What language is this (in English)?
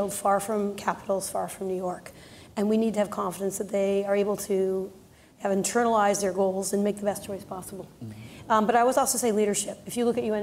English